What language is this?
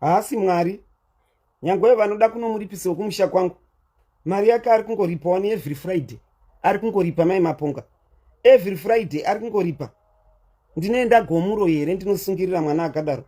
Shona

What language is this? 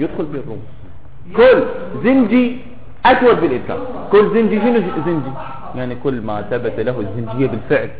Mesopotamian Arabic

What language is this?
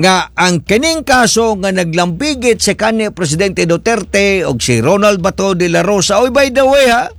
Cebuano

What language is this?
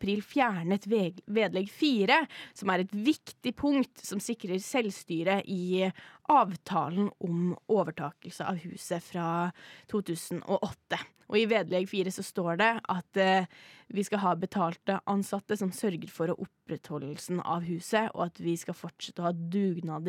Norwegian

